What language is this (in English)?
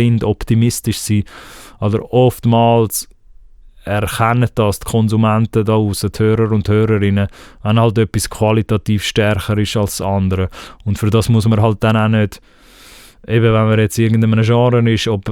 Swiss German